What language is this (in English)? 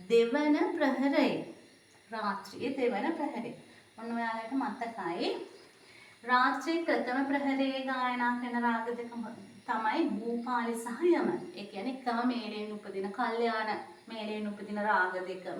Sinhala